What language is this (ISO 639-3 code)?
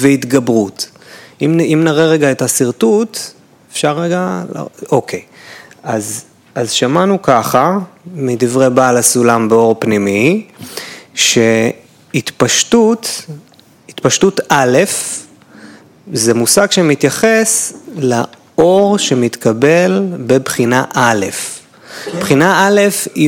heb